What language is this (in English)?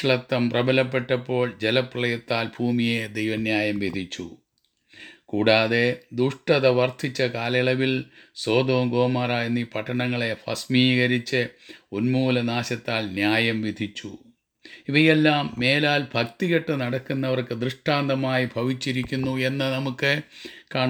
Malayalam